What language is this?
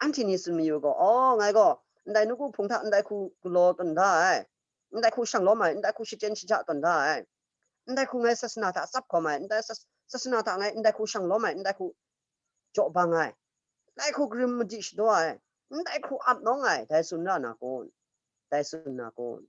Kachin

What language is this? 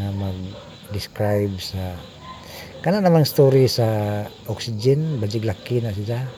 Cebuano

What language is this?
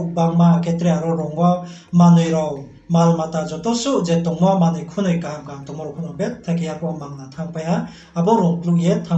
Riang (India)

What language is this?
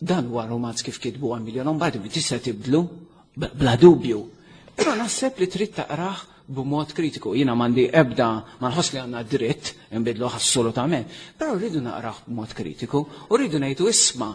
Maltese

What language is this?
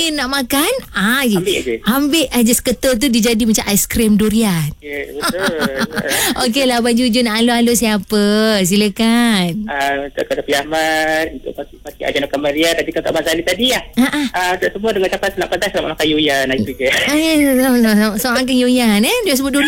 Malay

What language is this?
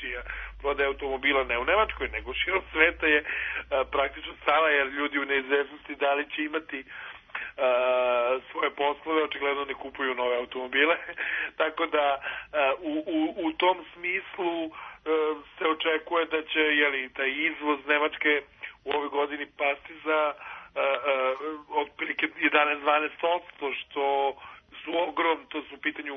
Serbian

